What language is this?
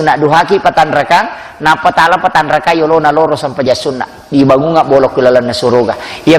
Buginese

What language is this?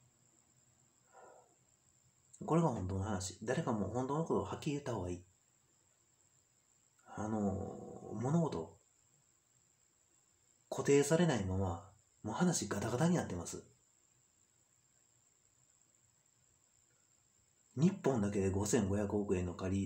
Japanese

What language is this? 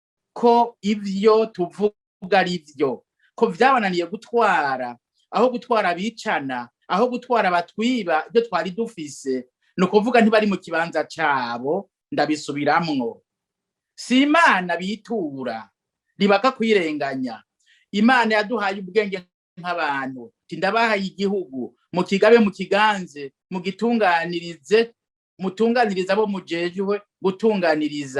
Rundi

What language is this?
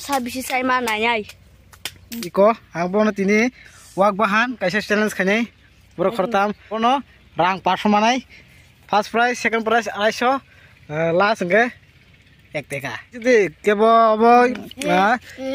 Kok Borok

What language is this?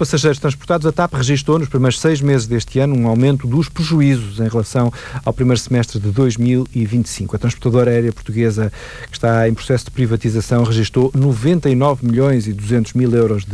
Portuguese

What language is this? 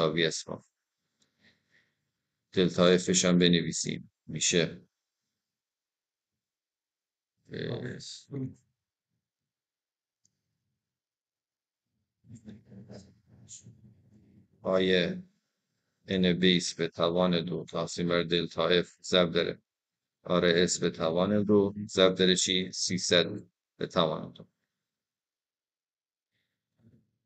Persian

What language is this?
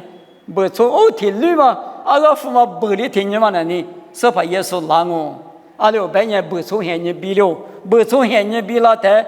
Lisu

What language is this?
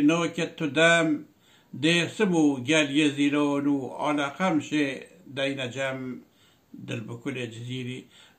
Kurdish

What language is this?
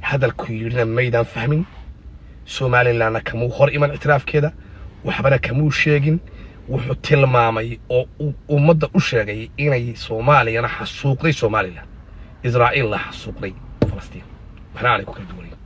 Somali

